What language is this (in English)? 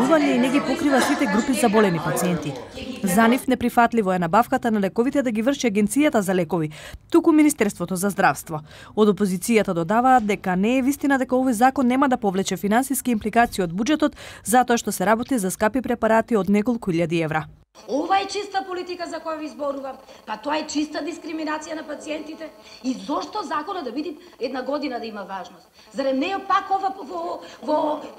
Macedonian